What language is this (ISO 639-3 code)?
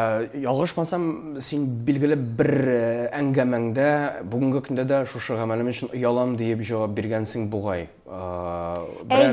tat